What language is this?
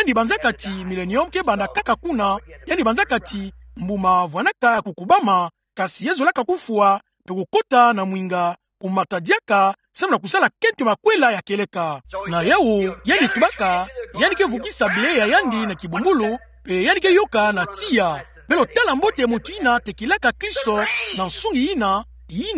Kituba (Democratic Republic of Congo)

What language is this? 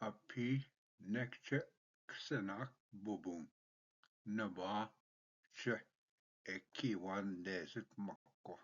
Ojibwa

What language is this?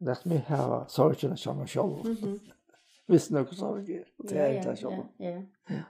Faroese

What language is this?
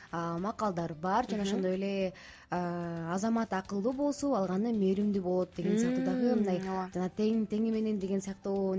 Kyrgyz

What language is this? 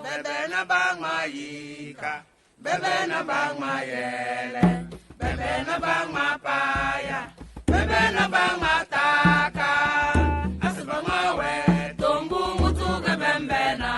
Tem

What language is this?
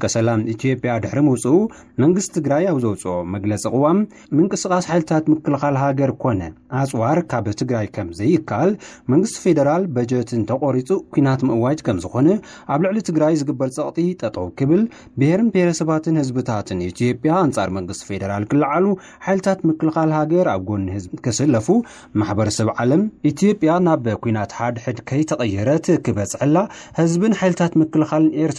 Tigrinya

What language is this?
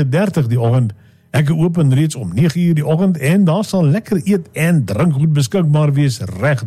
Afrikaans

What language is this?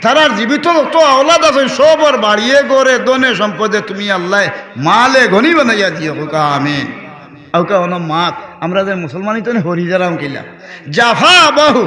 Sylheti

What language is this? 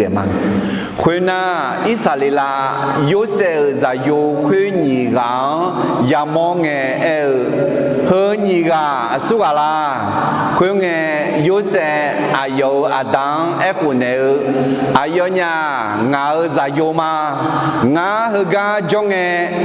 Akha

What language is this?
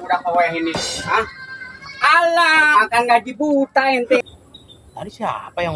Betawi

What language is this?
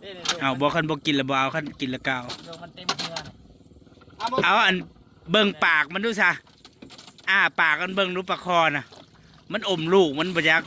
Northeastern Thai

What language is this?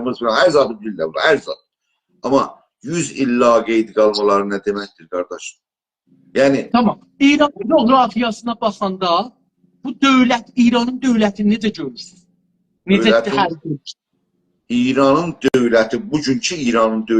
South Azerbaijani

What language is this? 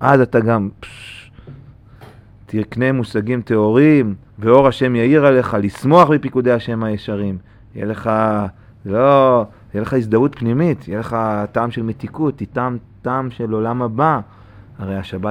Hebrew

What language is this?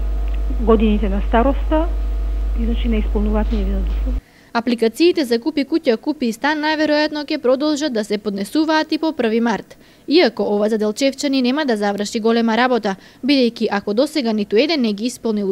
Macedonian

